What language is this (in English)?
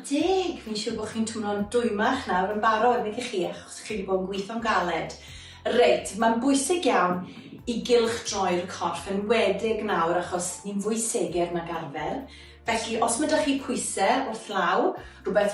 Welsh